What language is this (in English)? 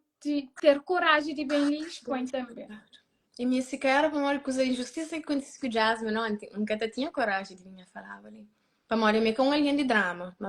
Kabuverdianu